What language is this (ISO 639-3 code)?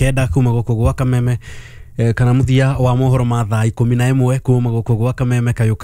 kik